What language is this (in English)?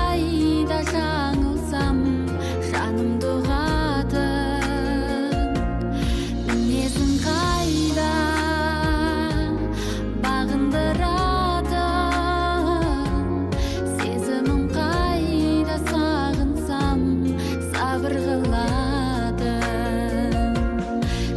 Kazakh